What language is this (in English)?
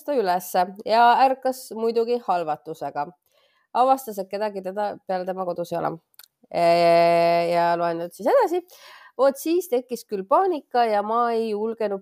Estonian